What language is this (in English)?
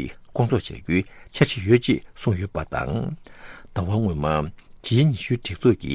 Tibetan